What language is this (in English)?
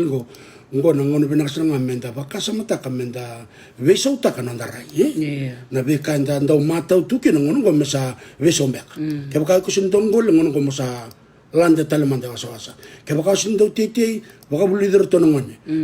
Fijian